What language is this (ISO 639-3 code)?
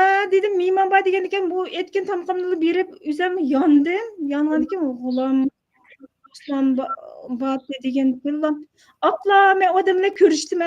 uig